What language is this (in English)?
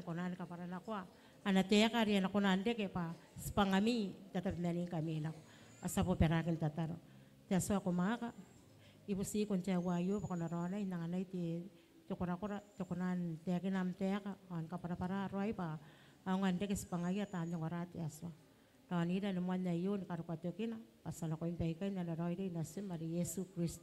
Gilbertese